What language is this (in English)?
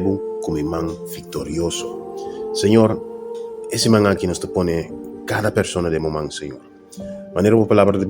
Papiamento